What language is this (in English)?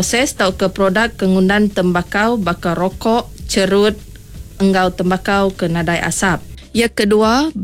Iban